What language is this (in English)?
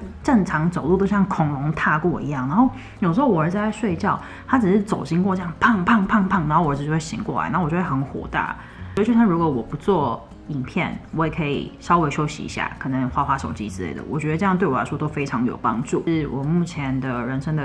Chinese